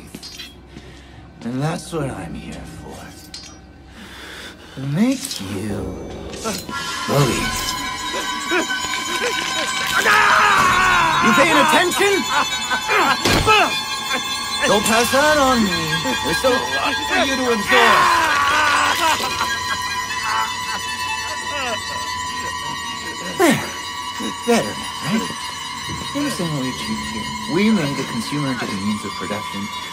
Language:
English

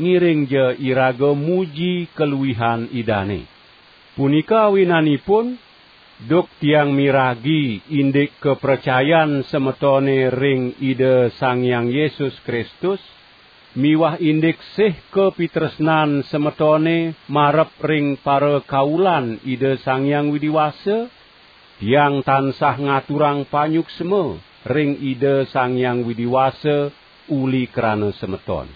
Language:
Balinese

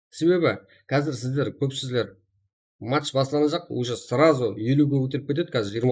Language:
Kara-Kalpak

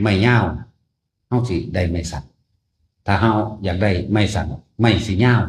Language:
Northeastern Thai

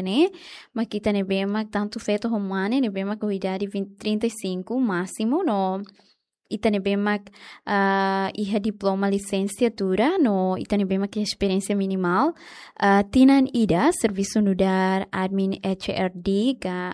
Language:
Tetum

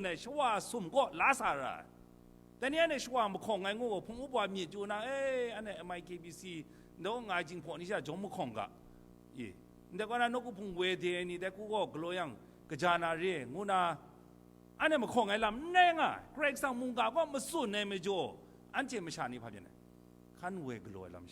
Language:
Kachin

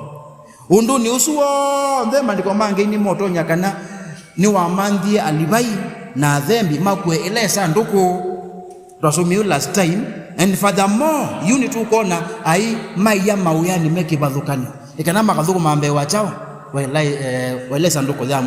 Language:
Kamba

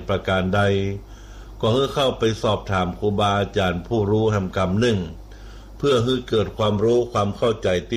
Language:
Thai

